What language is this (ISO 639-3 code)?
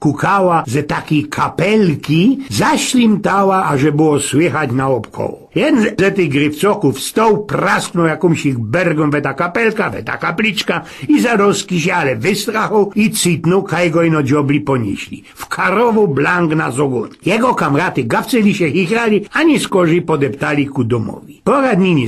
szl